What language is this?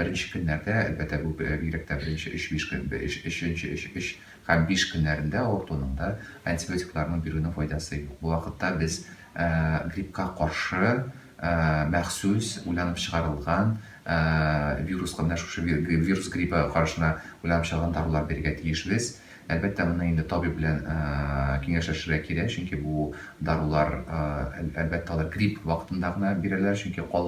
Tatar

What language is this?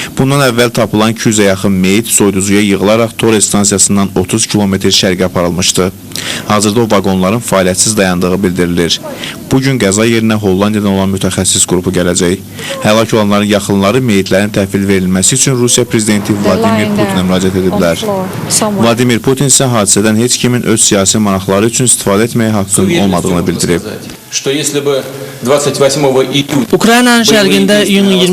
Azerbaijani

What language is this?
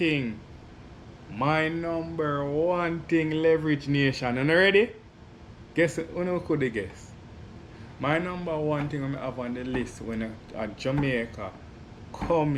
Jamaican Creole English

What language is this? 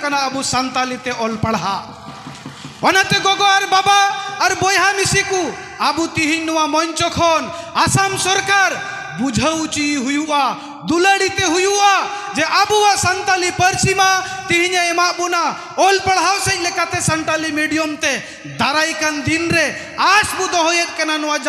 Santali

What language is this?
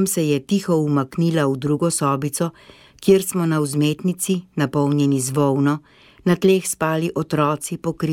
Slovenian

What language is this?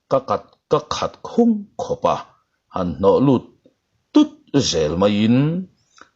Mizo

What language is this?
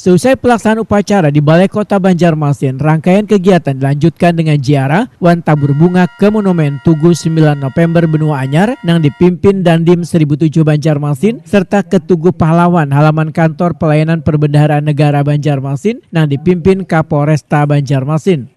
Banjar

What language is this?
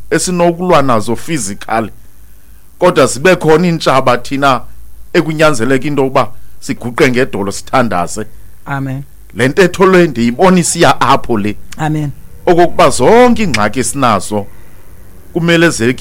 Xhosa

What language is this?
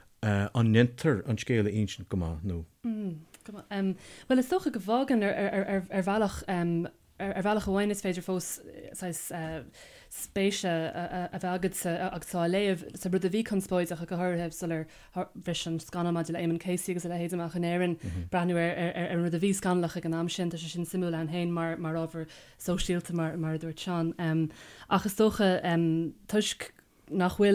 Irish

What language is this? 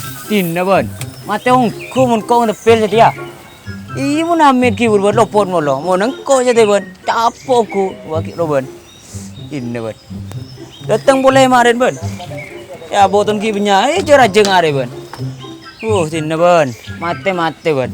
Madurese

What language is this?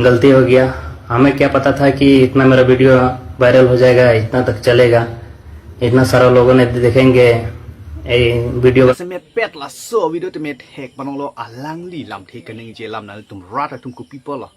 Karbi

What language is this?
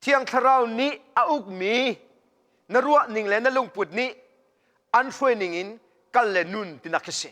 Hakha Chin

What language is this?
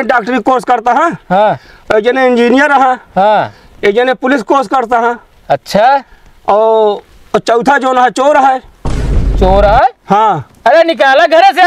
Awadhi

